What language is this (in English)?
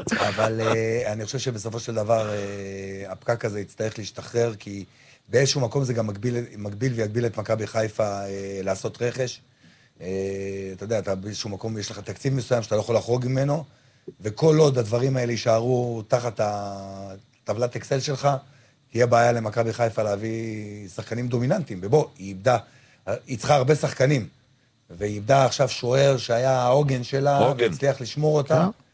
Hebrew